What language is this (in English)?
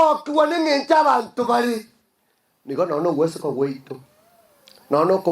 Gusii